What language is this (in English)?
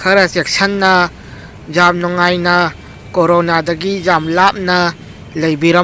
Manipuri